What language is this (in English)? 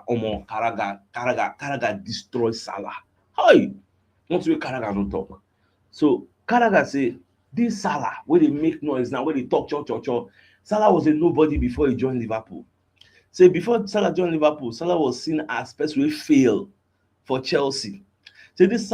Nigerian Pidgin